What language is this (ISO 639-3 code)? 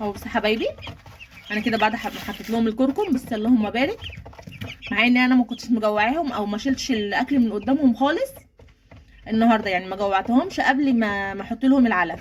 arz